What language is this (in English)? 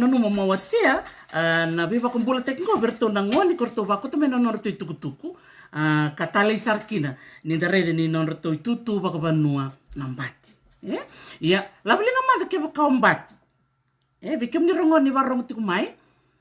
Fijian